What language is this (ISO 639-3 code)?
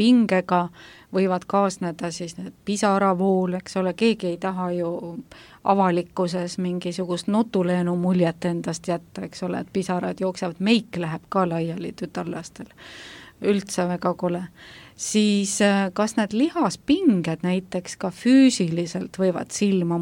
est